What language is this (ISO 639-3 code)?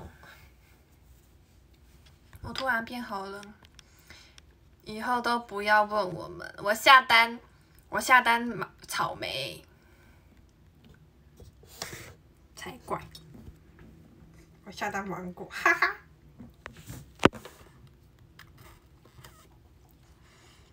zho